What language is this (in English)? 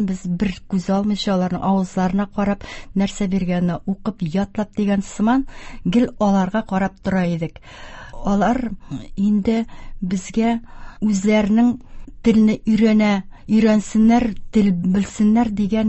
Tatar